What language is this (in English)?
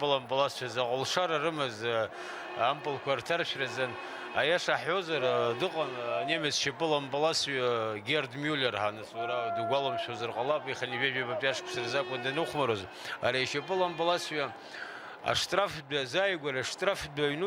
Abkhazian